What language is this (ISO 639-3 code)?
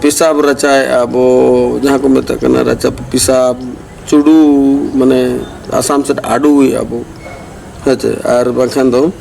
sat